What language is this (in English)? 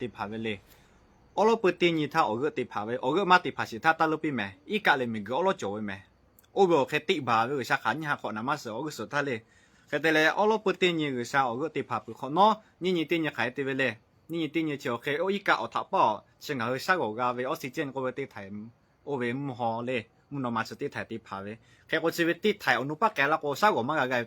Lahu